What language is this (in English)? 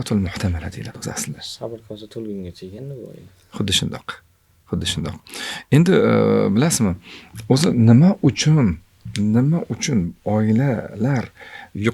Uzbek